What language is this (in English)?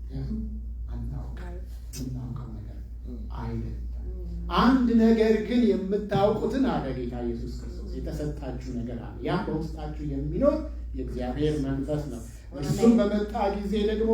Amharic